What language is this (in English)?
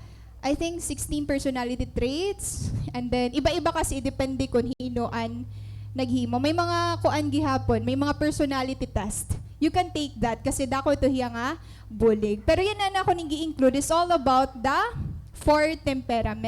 Waray